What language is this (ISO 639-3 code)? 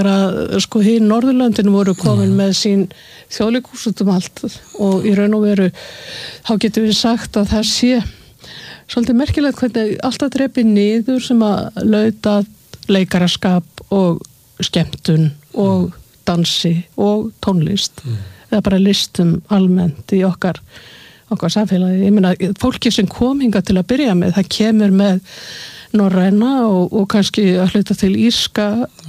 isl